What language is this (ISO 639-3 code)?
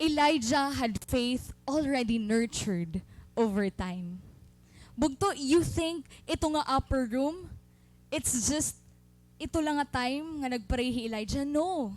war